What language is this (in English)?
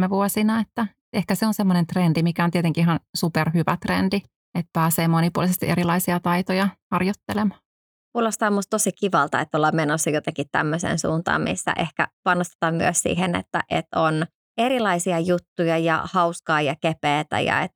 Finnish